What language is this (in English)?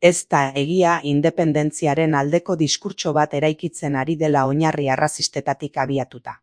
Basque